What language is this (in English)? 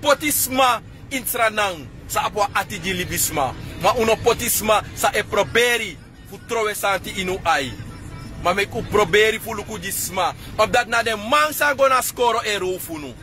Sranan Tongo